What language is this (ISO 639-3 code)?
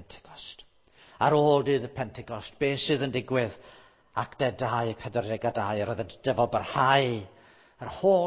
cym